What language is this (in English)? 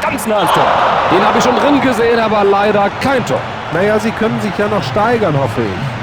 Bavarian